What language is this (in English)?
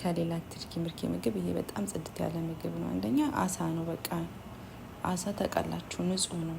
Amharic